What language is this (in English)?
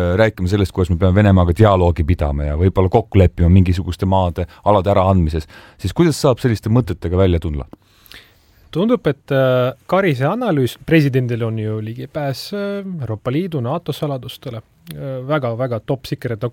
Estonian